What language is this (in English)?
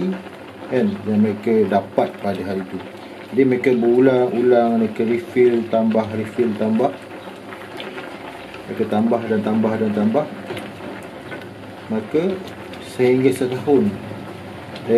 Malay